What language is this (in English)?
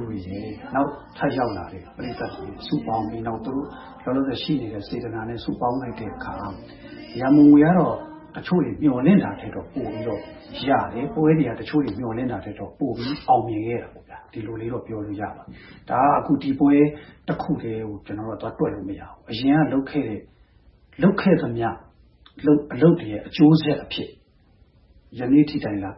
Burmese